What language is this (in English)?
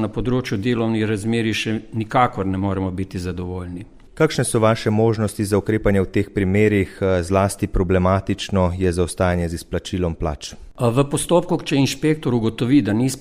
Slovenian